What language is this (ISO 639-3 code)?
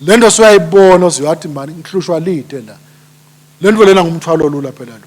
ssw